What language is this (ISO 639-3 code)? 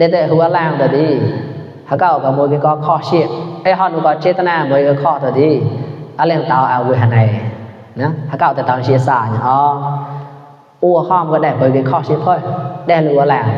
mnw